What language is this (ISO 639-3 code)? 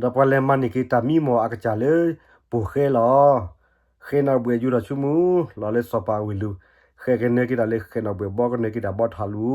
ksw